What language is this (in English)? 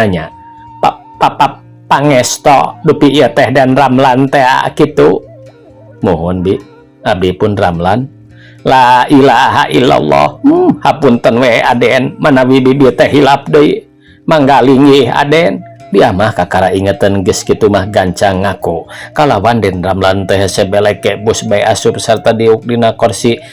Sundanese